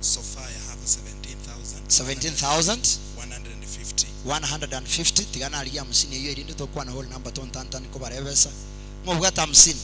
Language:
Gusii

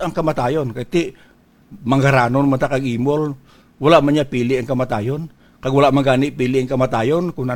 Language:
Hiligaynon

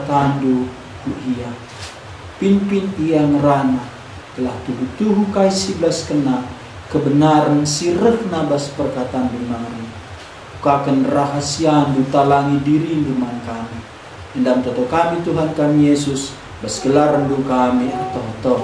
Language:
Batak Karo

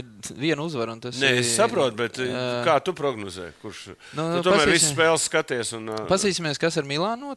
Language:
Latvian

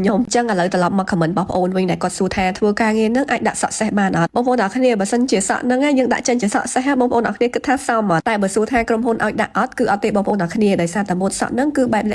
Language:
Khmer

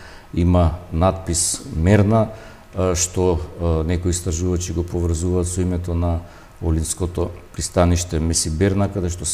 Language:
Macedonian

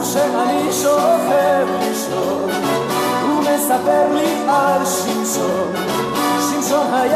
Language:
Hebrew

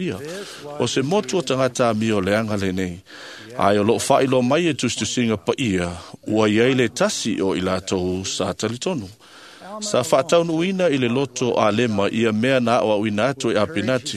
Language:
Samoan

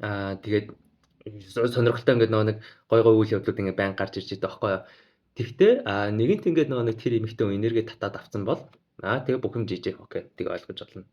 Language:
Mongolian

